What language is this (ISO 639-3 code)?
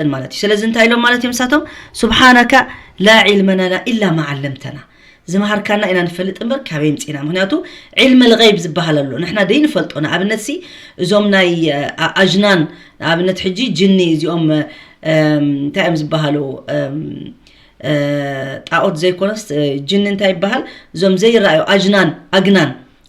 tir